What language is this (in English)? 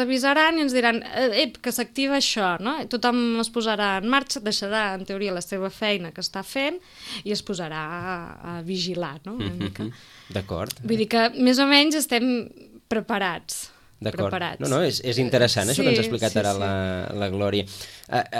Catalan